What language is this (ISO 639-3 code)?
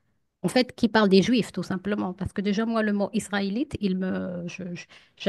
fra